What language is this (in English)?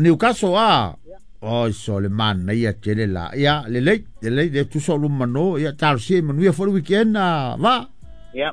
Samoan